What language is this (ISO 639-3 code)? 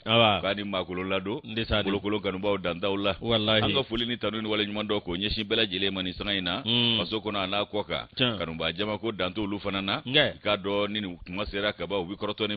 bam